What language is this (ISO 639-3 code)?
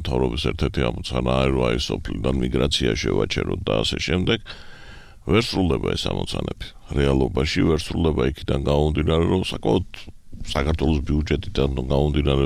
kat